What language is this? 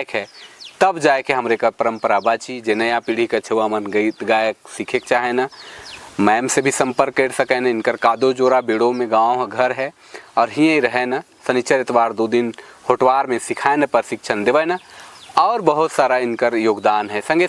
Sadri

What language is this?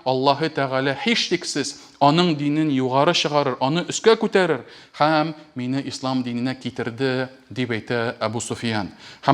Tatar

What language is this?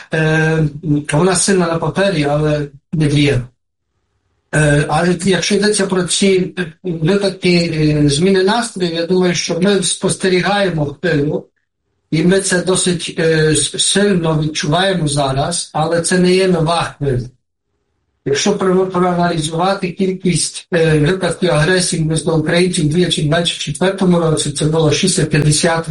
Ukrainian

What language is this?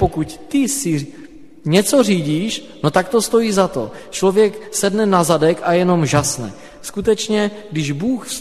Czech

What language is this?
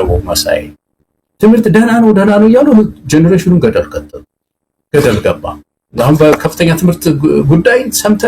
Amharic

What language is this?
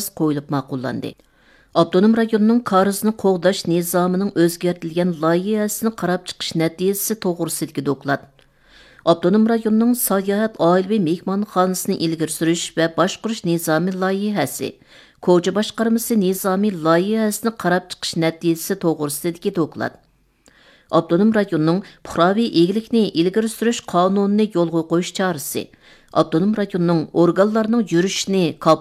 Uyghur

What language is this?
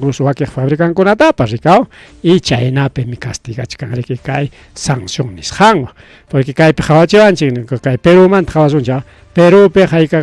Ayacucho Quechua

